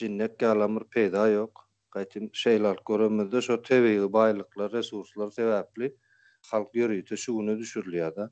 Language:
Turkmen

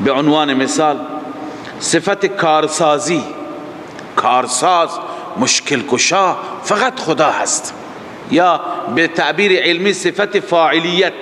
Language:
Persian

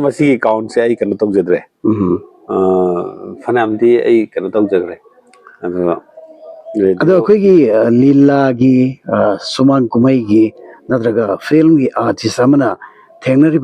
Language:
Manipuri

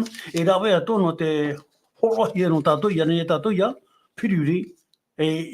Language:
Tahitian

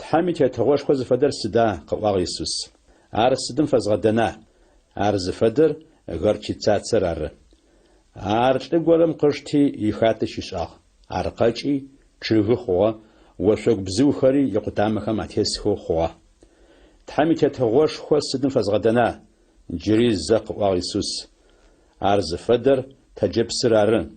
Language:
Adyghe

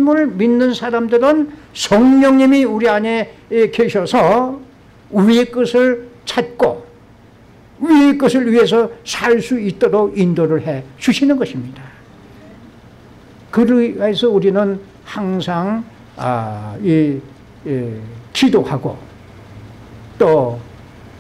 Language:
Korean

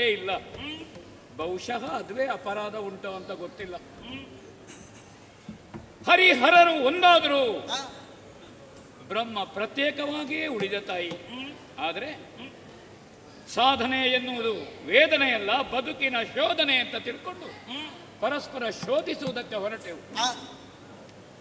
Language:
Kannada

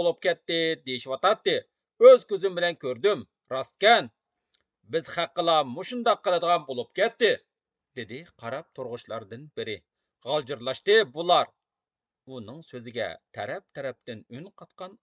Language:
Uyghur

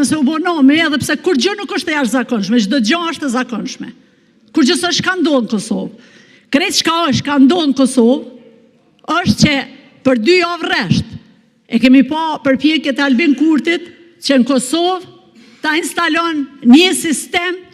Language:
Albanian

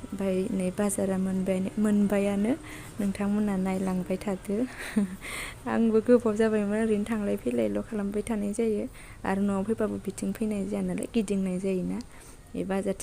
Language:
Bodo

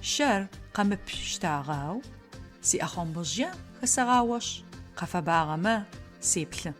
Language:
Adyghe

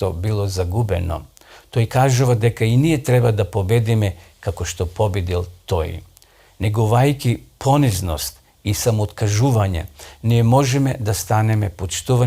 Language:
Macedonian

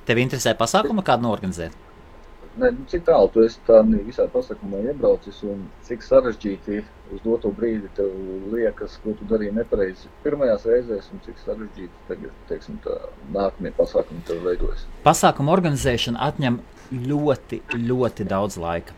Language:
Latvian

